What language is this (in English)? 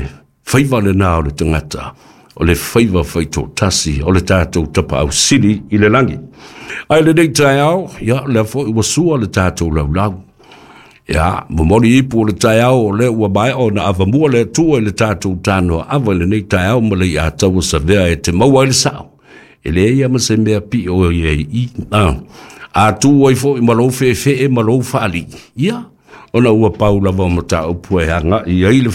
Samoan